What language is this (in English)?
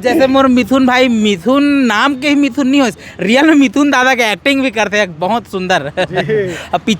Chhattisgarhi